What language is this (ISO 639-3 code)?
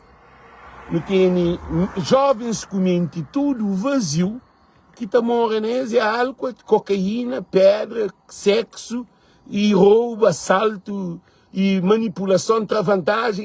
kea